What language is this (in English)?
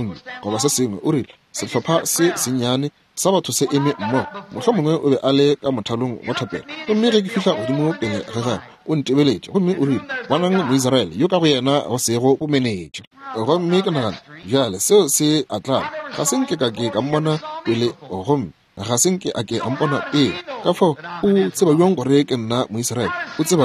Northern Sotho